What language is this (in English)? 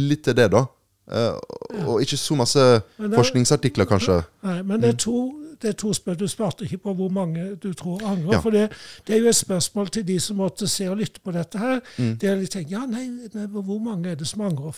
Norwegian